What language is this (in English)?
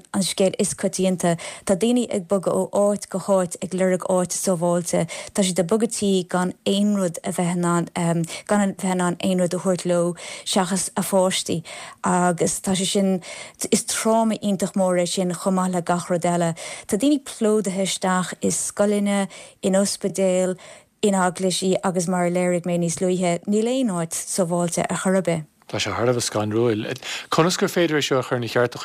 Irish